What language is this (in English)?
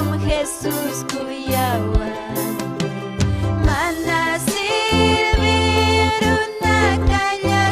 Ayacucho Quechua